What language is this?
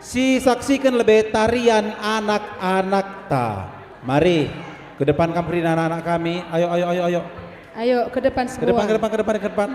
Batak Karo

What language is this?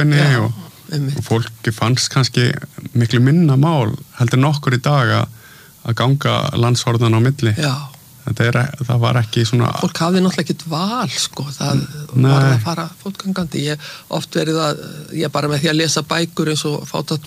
Icelandic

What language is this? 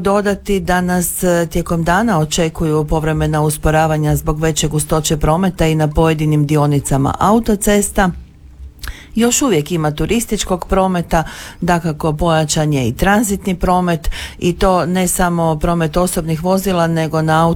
Croatian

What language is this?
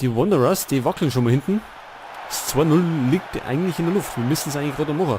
Bavarian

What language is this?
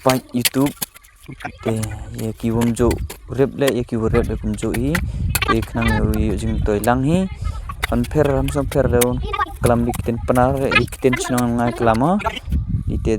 Khasi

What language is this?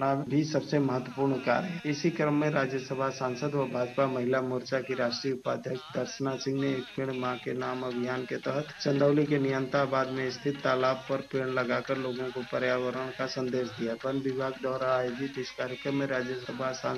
Hindi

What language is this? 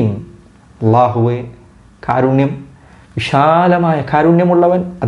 Malayalam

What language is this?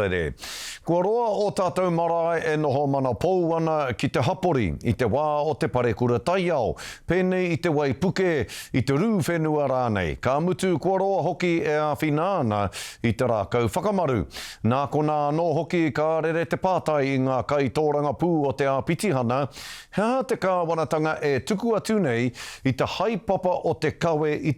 Māori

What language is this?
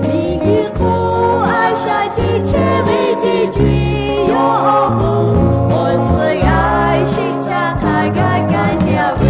Lahu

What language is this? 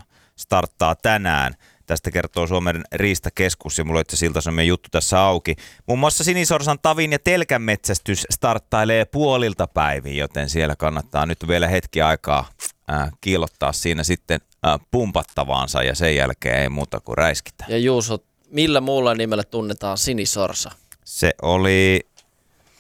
Finnish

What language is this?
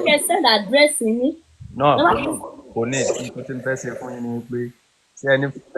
Yoruba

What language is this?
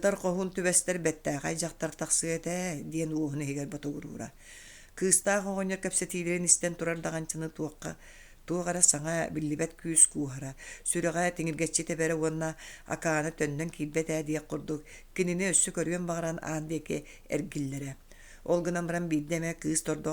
Yakut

